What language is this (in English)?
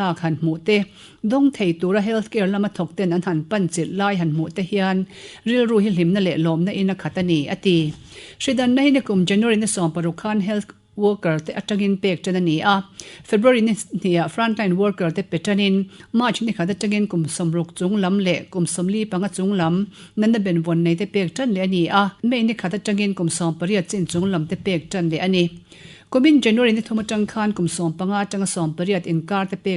Mizo